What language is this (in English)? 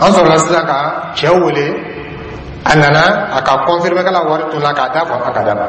Dyula